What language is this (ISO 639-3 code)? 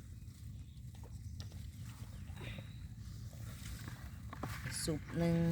lao